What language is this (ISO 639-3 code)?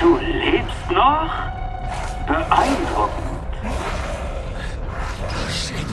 bar